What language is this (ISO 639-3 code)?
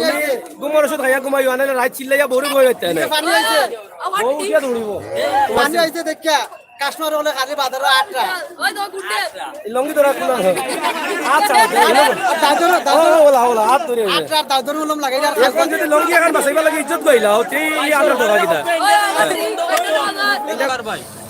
syl